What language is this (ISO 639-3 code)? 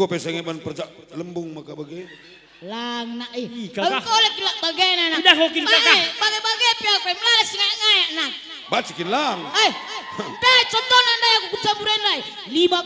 btx